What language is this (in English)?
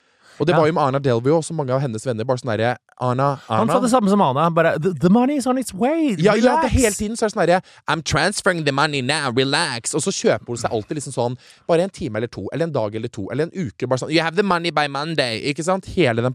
Norwegian